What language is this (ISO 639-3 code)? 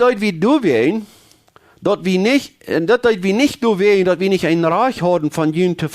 pdt